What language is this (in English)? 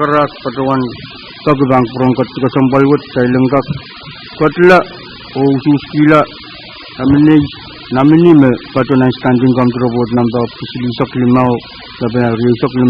Pohnpeian